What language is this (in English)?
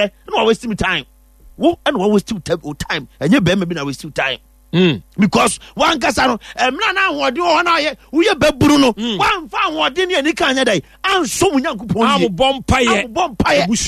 Akan